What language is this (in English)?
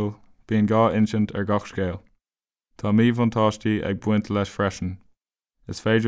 Irish